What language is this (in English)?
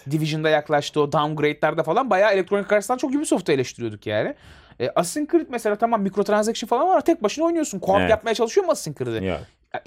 Turkish